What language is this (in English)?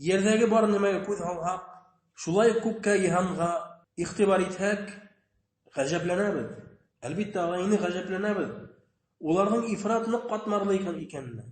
Bashkir